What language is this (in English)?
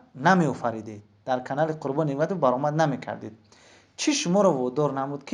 Tajik